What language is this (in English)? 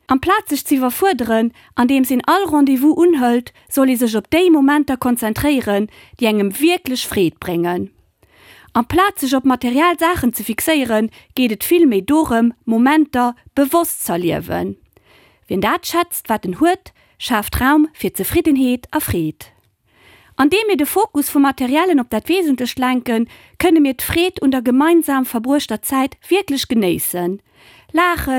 Luxembourgish